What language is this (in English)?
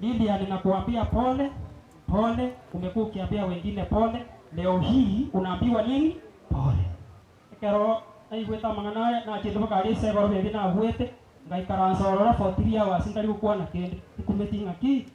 Gusii